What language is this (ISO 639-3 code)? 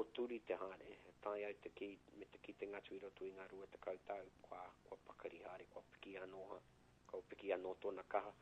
mri